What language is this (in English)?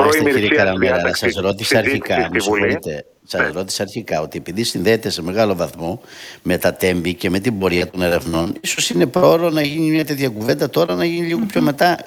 Greek